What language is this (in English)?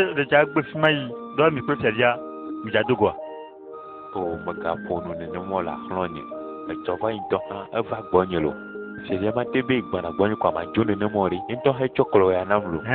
Ewe